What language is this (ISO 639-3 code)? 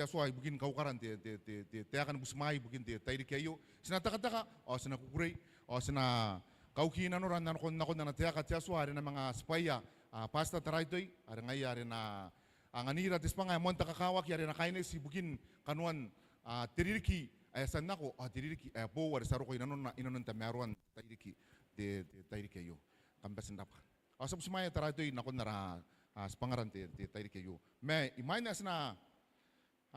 gil